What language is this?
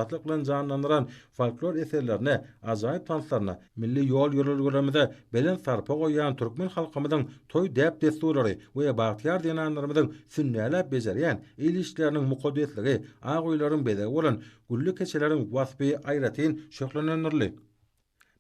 Turkmen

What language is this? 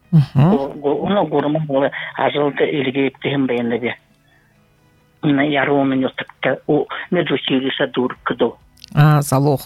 Buriat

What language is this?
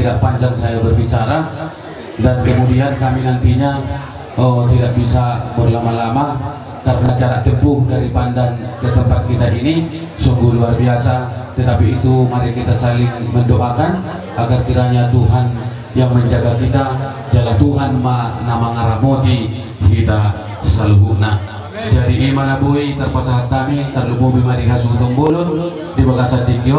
Batak Toba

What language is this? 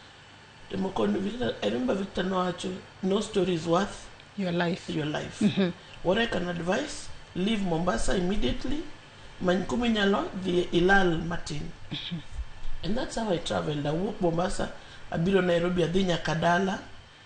Luo (Kenya and Tanzania)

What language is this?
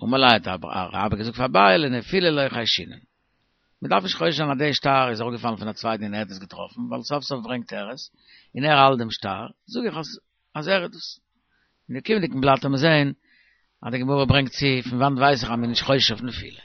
Yiddish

